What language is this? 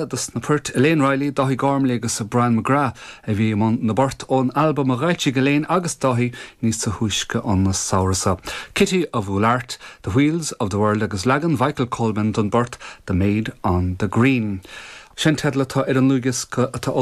Irish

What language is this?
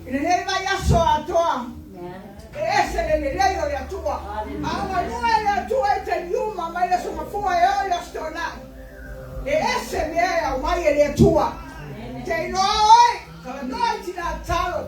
Samoan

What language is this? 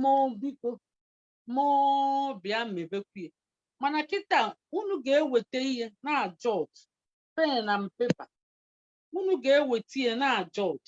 Igbo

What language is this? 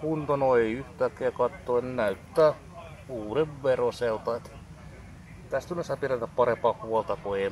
Finnish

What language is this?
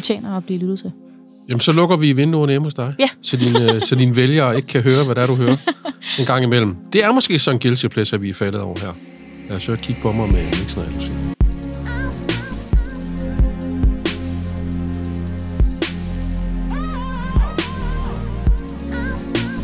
Danish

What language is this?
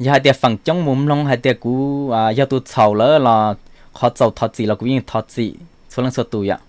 Hmong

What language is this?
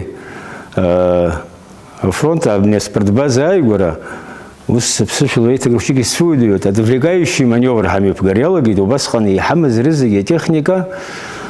Abkhazian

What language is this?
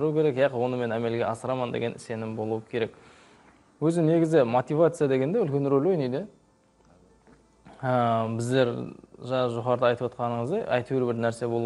Kara-Kalpak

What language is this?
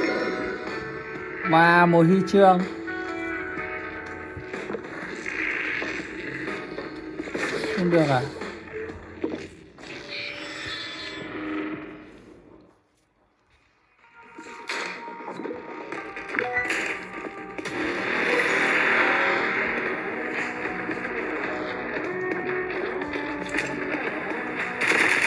Vietnamese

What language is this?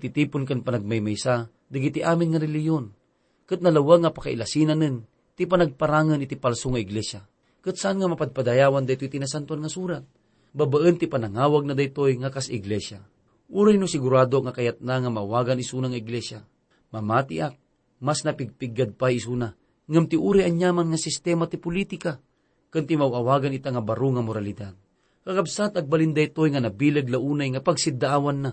Iloko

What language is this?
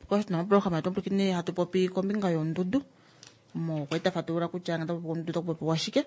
Kuanyama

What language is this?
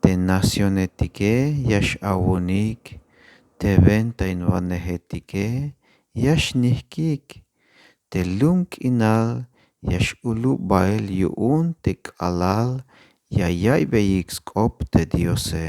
Tzeltal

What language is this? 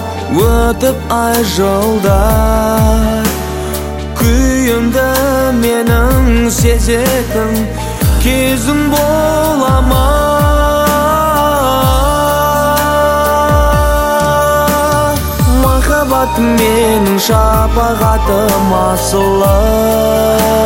Kazakh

